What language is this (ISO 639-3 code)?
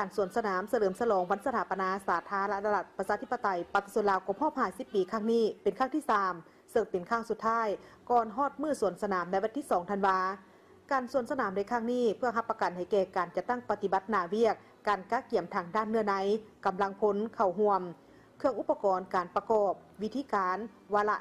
lao